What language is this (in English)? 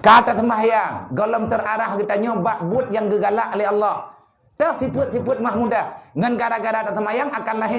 Achinese